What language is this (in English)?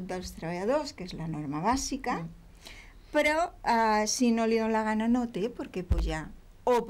Catalan